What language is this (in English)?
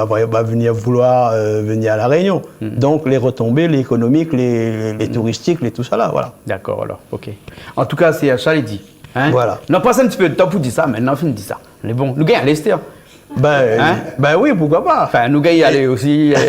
Réunion Creole French